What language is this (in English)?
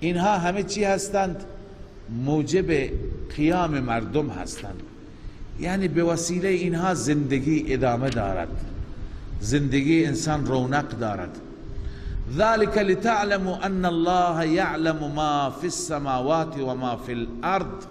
Persian